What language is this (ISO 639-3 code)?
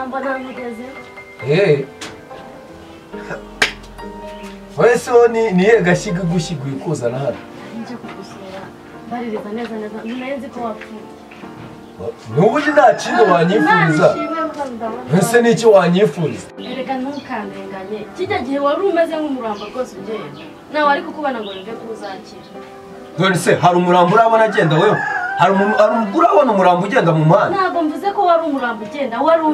kin